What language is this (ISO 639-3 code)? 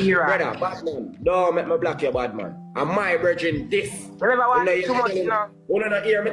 jam